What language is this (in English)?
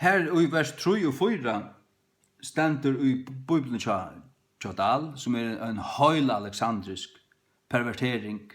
Faroese